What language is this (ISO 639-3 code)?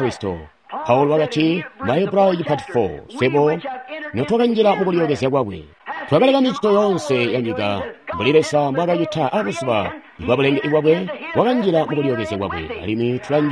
toi